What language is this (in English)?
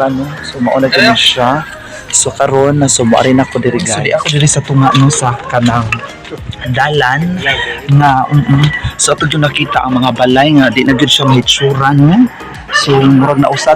Cebuano